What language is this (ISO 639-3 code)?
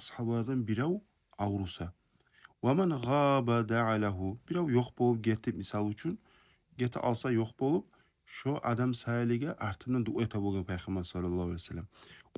kum